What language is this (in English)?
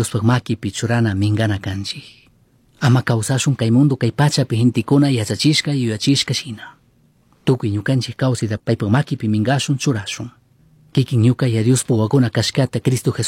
Chimborazo Highland Quichua